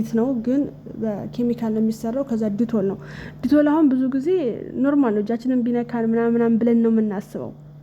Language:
Amharic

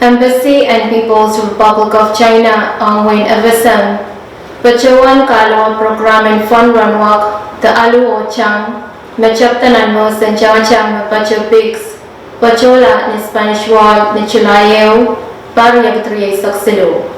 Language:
Pohnpeian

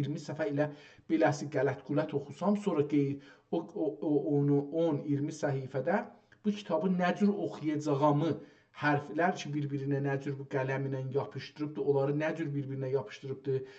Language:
South Azerbaijani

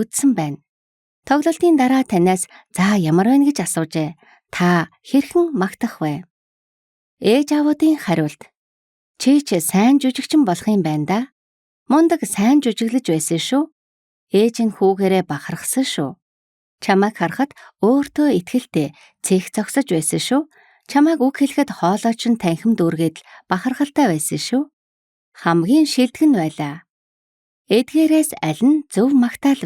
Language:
Mongolian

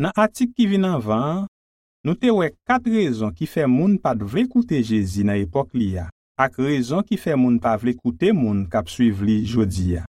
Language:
Haitian Creole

